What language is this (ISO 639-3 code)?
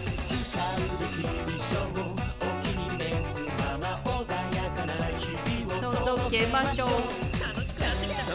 jpn